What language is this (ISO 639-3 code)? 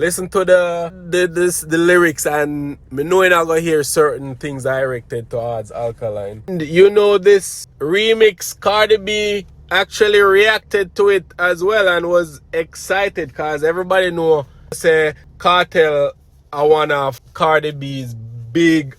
jam